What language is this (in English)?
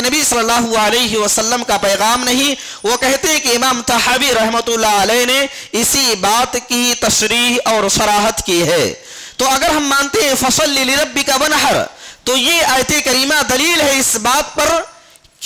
Urdu